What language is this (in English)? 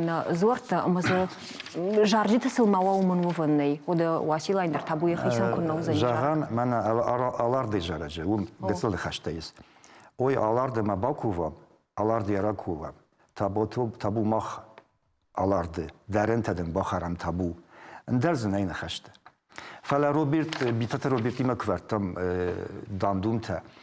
Ossetic